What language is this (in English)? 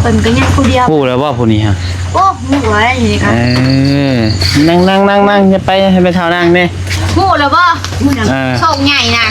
Northeastern Thai